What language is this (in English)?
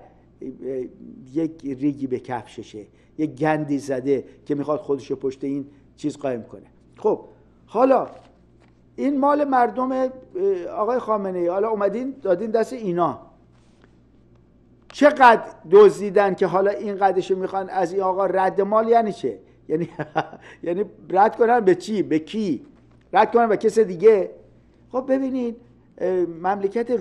Persian